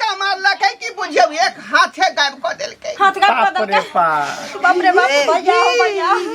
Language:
Maithili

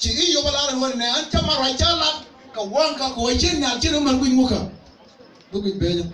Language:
Nuer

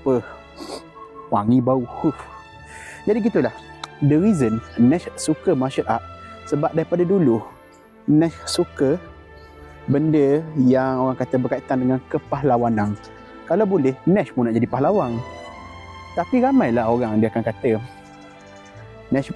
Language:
Malay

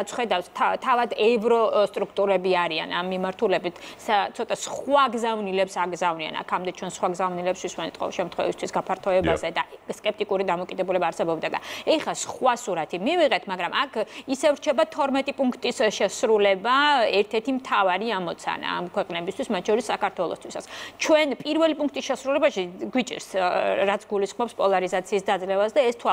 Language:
Georgian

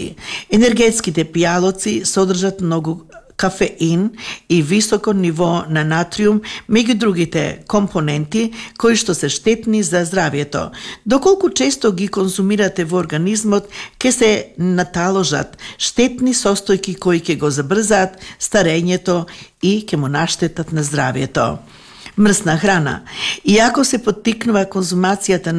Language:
Macedonian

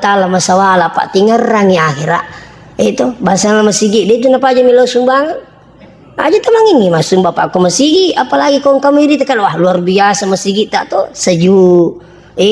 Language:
Buginese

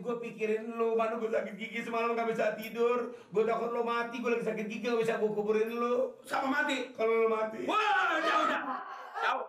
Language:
Betawi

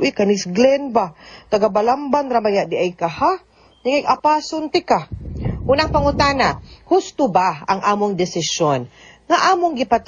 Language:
Cebuano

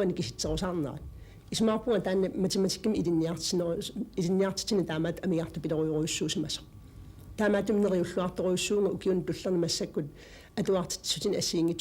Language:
Kalaallisut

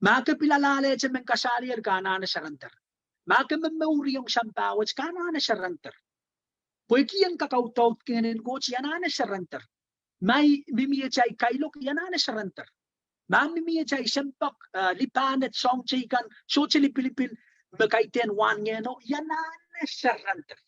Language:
Pohnpeian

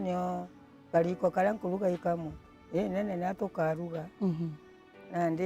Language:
Meru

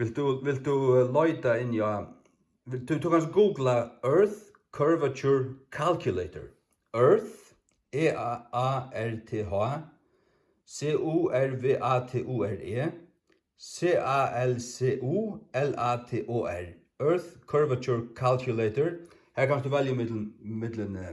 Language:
Faroese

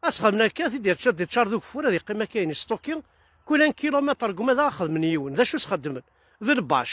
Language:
Kabyle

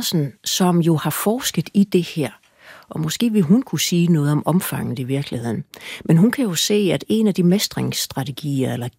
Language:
Danish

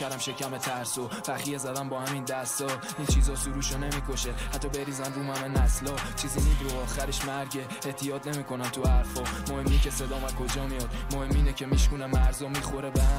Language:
Persian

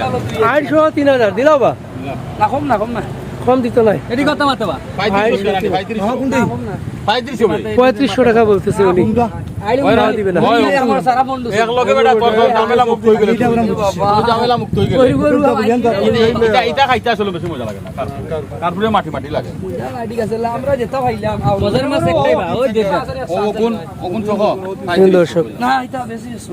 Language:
Sylheti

